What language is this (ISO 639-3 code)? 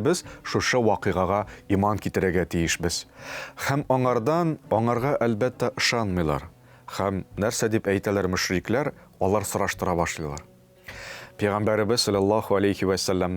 tat